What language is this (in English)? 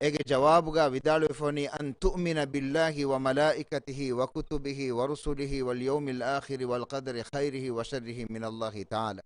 Divehi